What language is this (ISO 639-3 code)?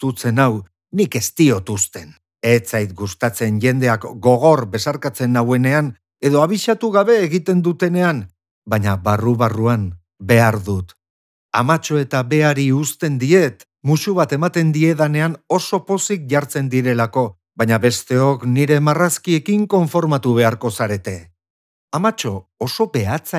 eus